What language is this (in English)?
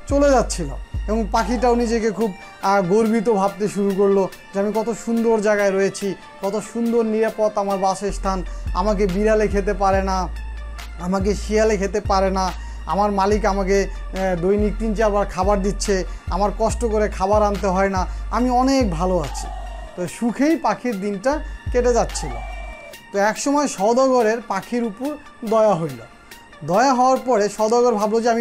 Bangla